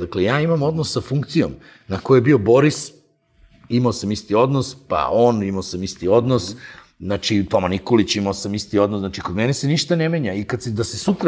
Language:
Serbian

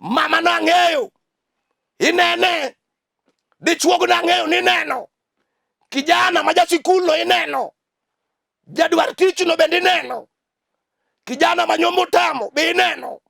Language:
Luo (Kenya and Tanzania)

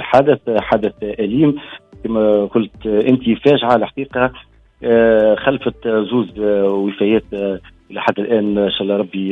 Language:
Tunisian Arabic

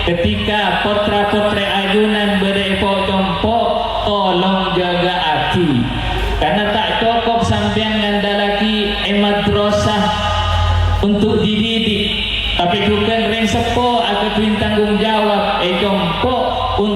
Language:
Madurese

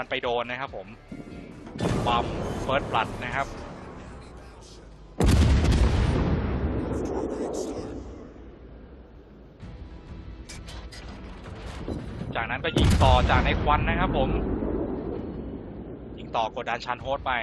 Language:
Thai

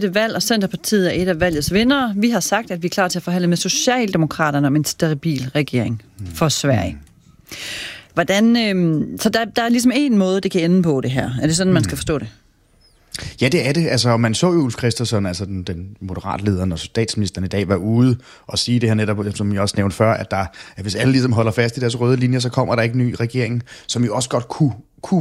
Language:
Danish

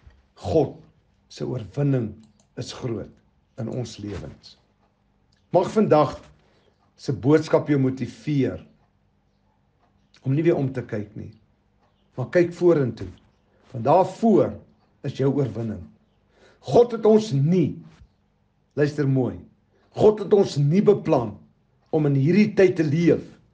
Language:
Afrikaans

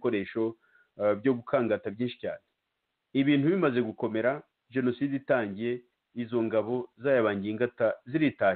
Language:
Kinyarwanda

